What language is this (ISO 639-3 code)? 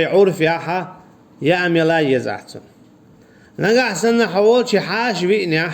che